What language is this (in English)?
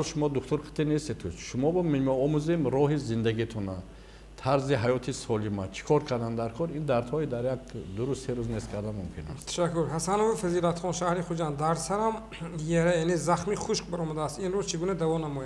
Tajik